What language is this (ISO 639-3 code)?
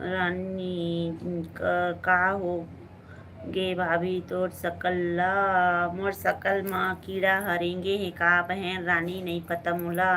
hne